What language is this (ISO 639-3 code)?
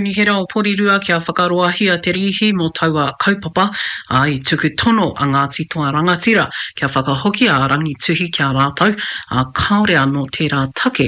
mri